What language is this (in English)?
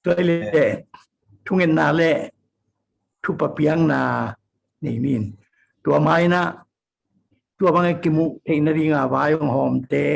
Tedim Chin